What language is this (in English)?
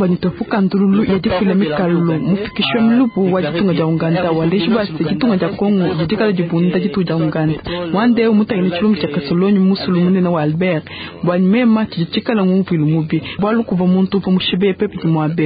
Luba-Lulua